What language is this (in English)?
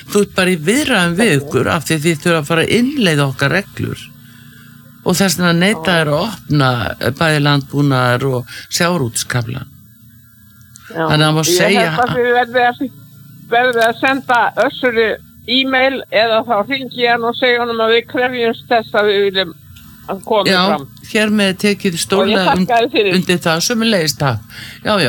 Icelandic